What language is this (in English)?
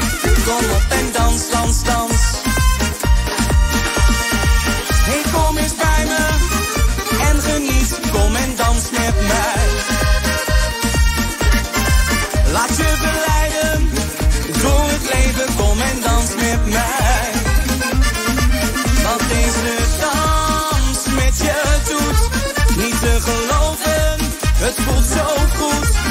Dutch